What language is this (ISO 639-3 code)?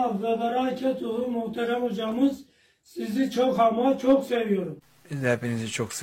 tur